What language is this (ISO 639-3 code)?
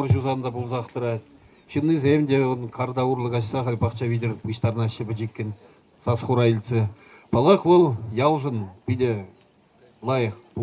chv